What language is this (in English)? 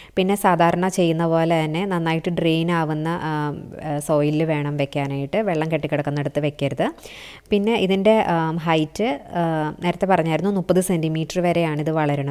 Malayalam